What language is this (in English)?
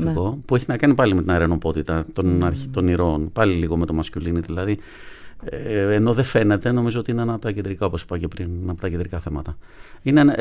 Greek